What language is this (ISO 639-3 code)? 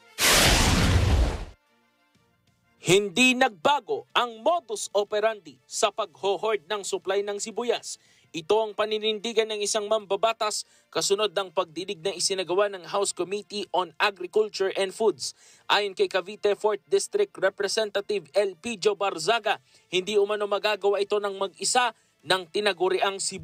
fil